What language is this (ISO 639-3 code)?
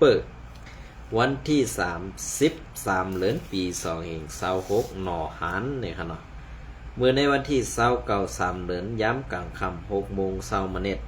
shn